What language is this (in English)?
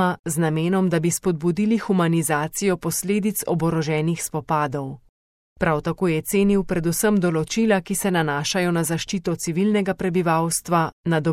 Slovenian